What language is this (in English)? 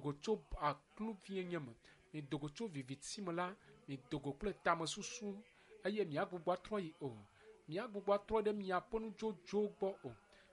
Ewe